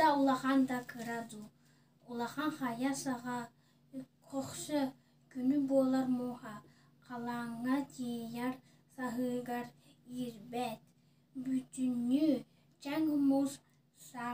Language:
Yakut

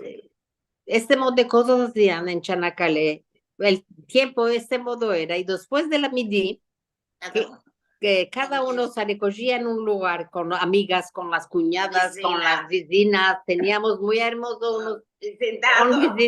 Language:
Ladino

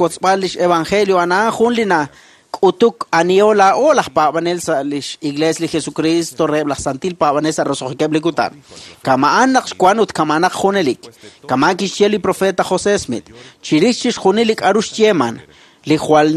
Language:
Kekchí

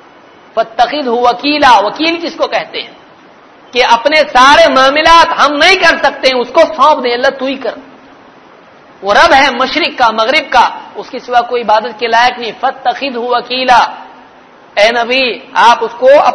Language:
Urdu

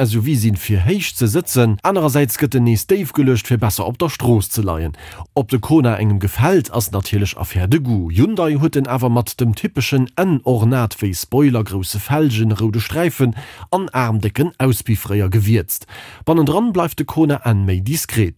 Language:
Luxembourgish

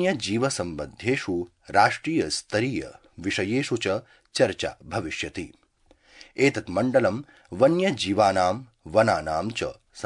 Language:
Sanskrit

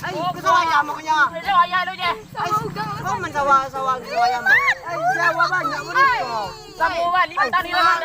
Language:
Minangkabau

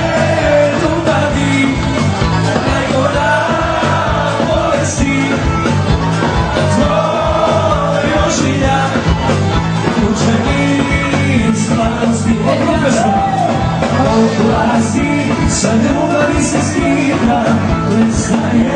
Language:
Croatian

